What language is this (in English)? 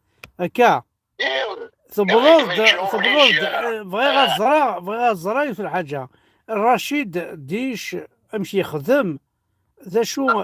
Kabyle